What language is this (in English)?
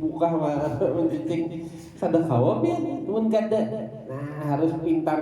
Banjar